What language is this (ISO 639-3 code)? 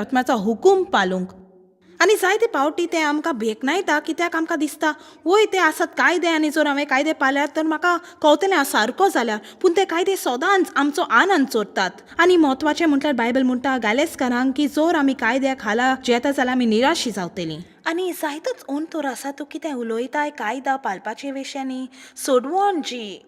kok